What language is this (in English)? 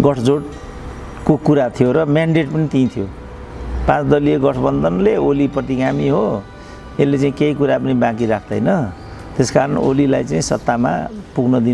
Nepali